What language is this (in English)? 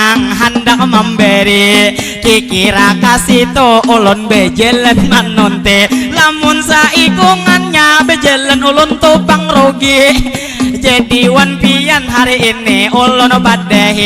Banjar